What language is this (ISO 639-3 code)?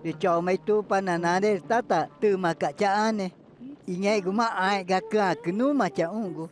tca